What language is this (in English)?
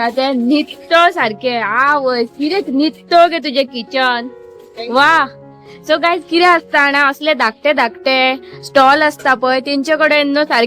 Konkani